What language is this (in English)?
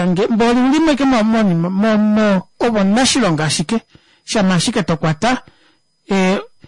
Kuanyama